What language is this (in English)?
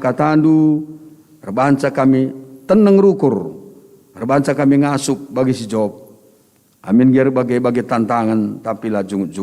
Batak Karo